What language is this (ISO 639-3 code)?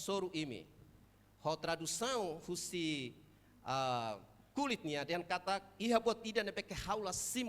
tet